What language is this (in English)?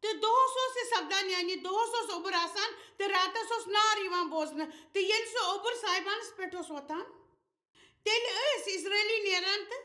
Kashmiri